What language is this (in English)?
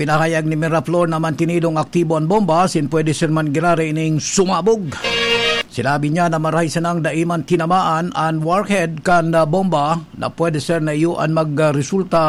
Bikol